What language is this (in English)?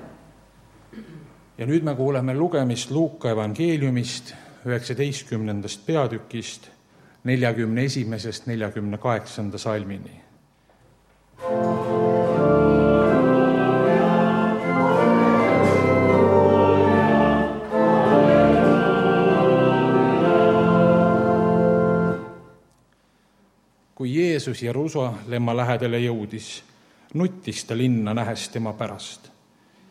Estonian